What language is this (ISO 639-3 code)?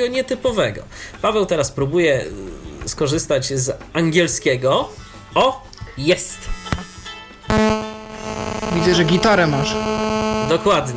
pol